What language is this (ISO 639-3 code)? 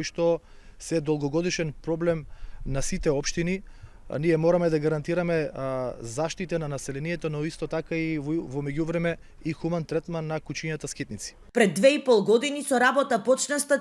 mkd